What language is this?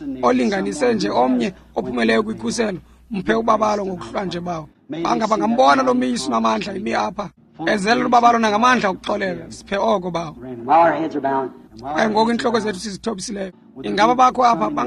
Xhosa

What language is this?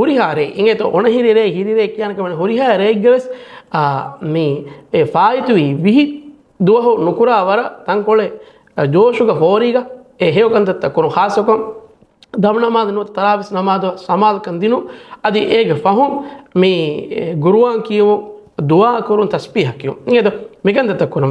Divehi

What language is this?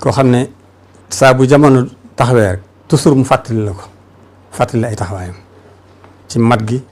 Wolof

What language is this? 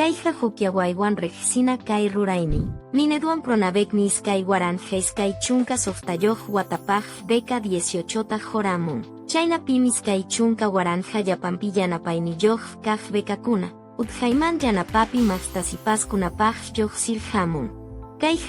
Quechua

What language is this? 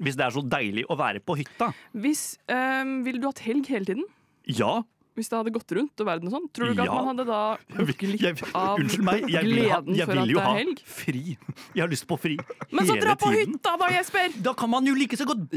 Norwegian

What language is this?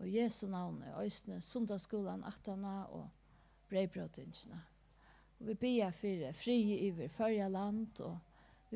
Faroese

